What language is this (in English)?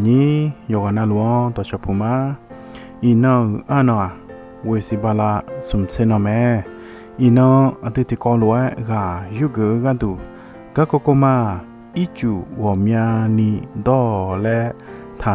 Akha